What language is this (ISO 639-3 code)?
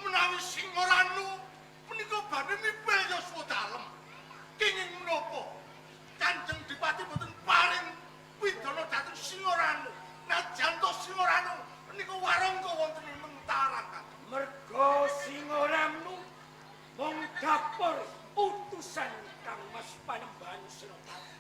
jav